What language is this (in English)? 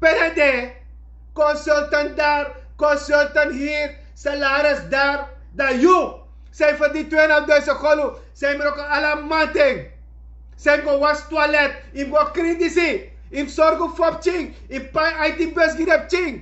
Sranan Tongo